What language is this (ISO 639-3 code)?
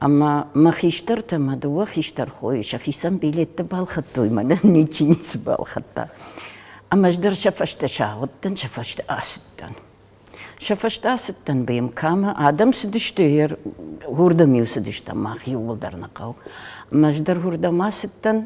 oss